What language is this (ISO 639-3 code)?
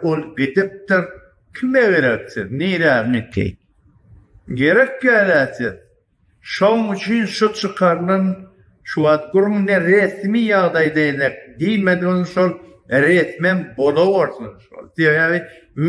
tuk